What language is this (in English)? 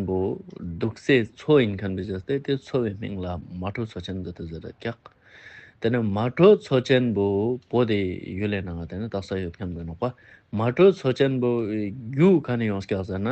Ladakhi